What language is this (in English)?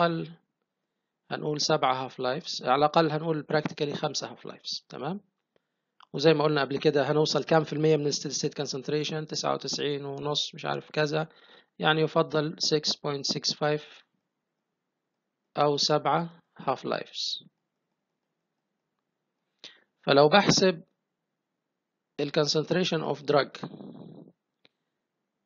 Egyptian Arabic